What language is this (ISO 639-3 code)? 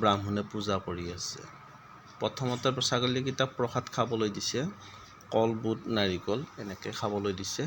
asm